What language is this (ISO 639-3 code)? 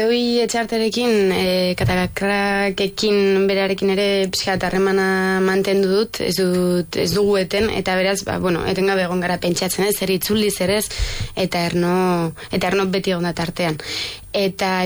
eus